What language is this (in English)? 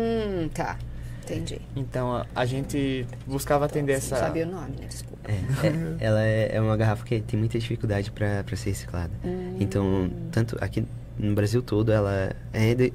Portuguese